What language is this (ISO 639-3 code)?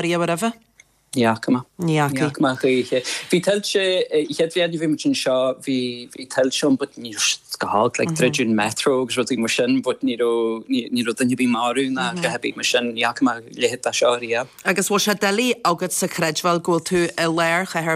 gle